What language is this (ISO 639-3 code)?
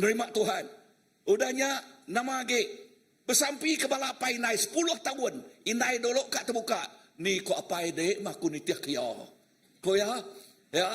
iba